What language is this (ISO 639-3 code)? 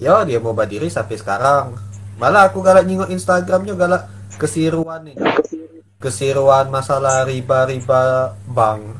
mui